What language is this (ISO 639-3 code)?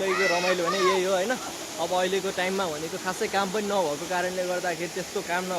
nep